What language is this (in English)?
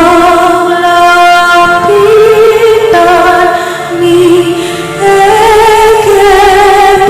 Pampanga